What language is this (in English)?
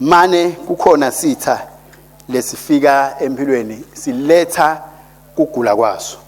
Swati